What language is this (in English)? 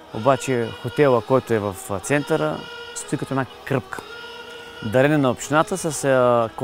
Bulgarian